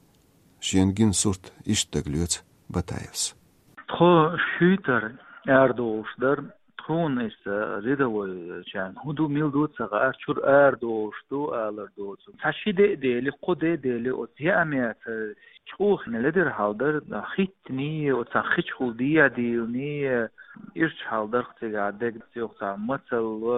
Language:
Chechen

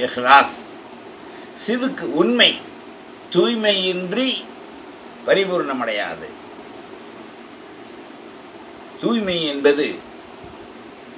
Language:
Tamil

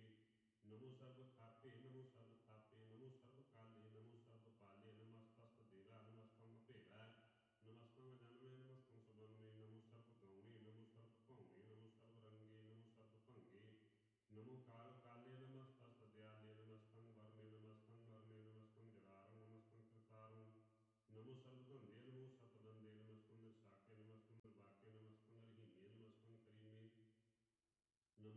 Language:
Punjabi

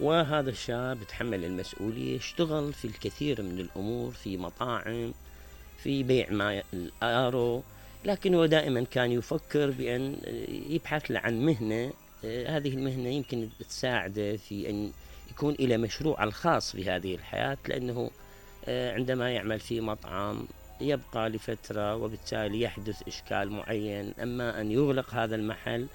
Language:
Mesopotamian Arabic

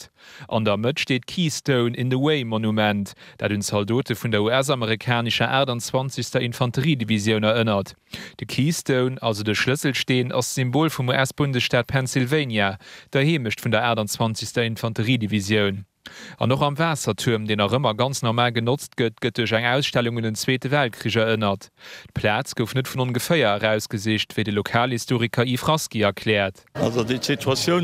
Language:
Luxembourgish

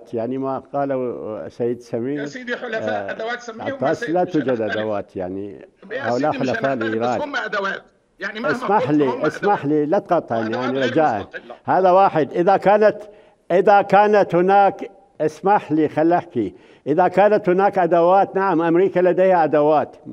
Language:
Mesopotamian Arabic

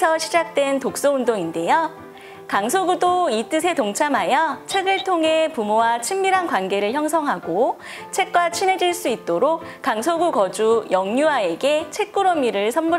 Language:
Korean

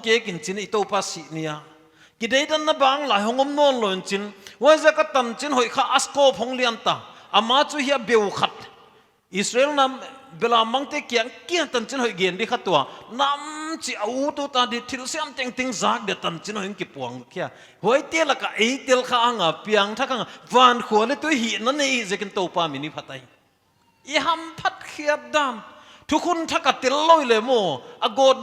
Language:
Paite Chin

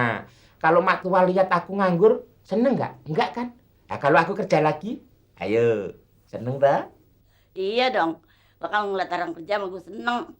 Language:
Betawi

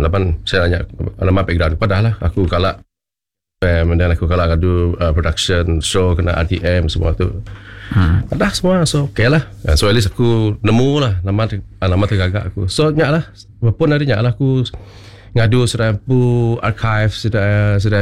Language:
Iban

